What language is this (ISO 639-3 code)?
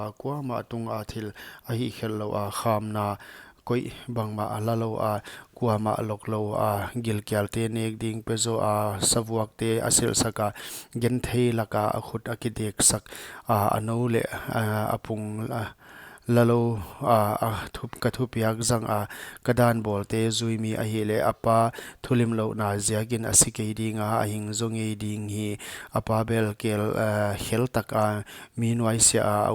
pck